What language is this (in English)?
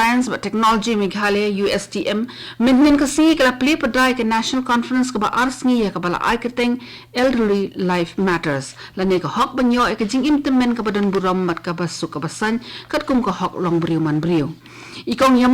Khasi